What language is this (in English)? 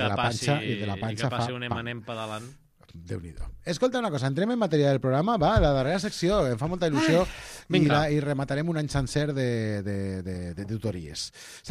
Catalan